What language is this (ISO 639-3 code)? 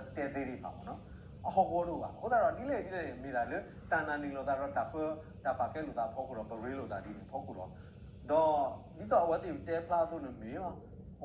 ksw